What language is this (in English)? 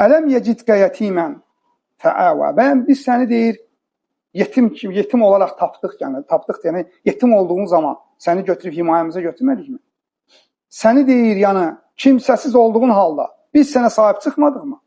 Azerbaijani